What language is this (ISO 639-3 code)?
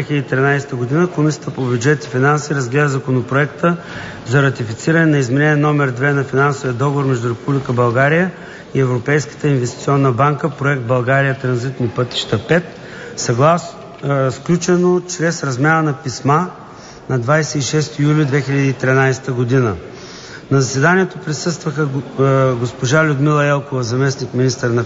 bul